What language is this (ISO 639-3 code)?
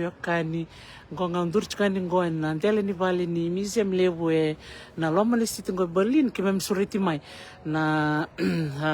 fij